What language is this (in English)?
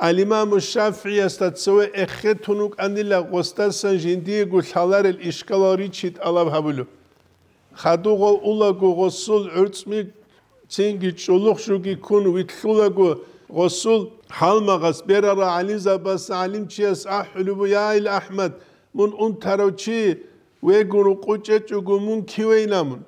Avaric